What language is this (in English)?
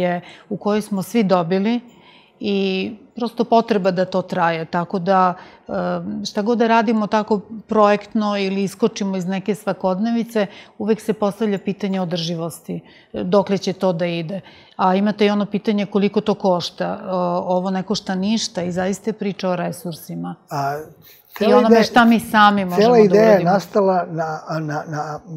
Serbian